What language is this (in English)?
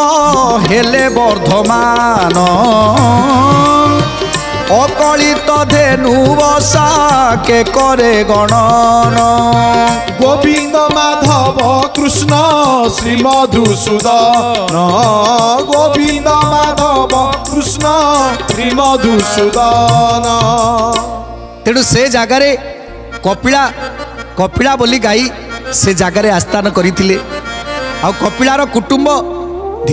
Odia